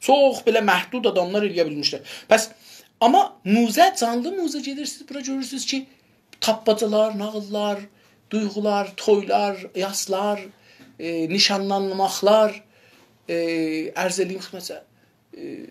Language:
South Azerbaijani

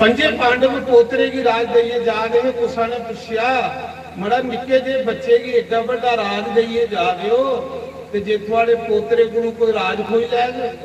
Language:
Dogri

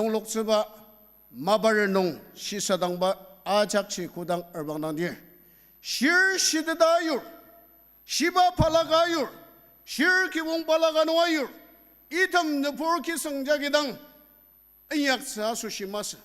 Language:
Ao Naga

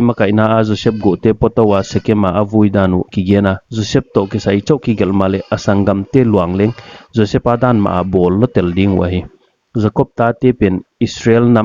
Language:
Paite Chin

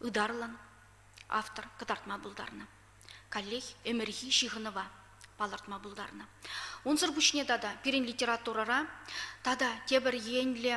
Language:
Chuvash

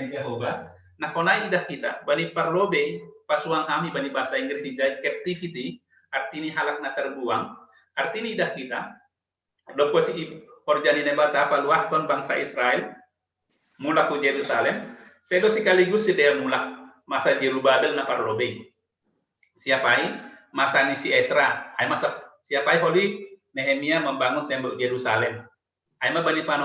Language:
Batak Simalungun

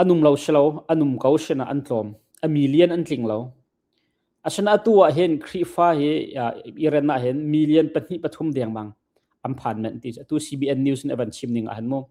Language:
Hakha Chin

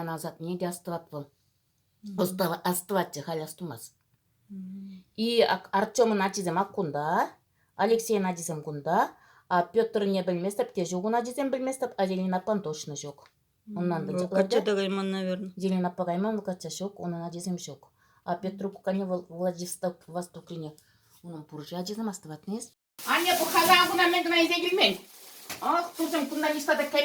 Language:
Chuvash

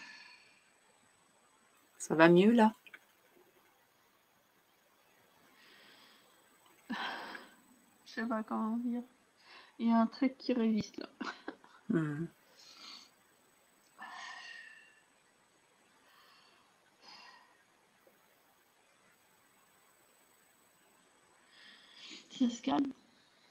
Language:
French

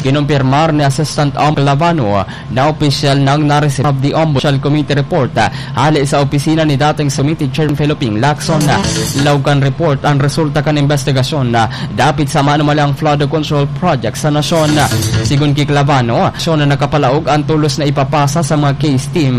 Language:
Bikol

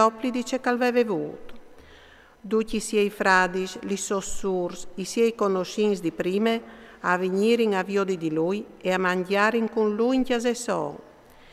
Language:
Friulian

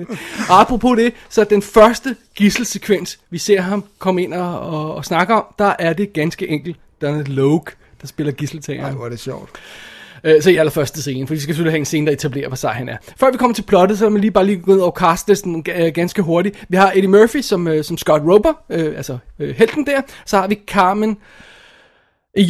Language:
Danish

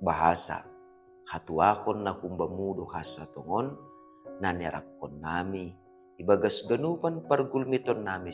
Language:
Batak Simalungun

